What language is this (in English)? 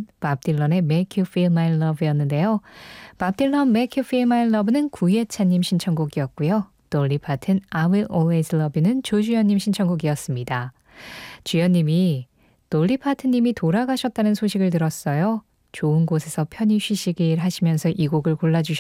Korean